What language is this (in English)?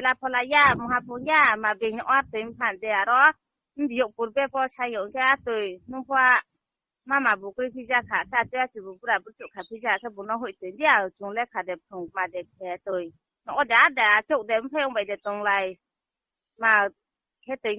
Riang (India)